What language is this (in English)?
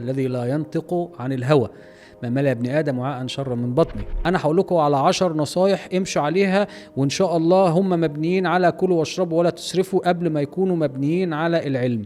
Egyptian Arabic